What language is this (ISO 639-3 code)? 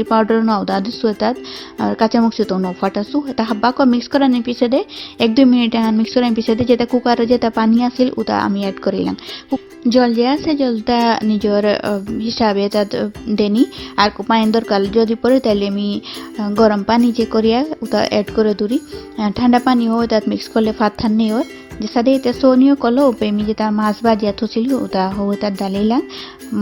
bpy